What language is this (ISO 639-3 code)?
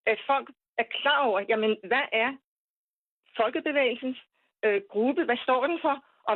dan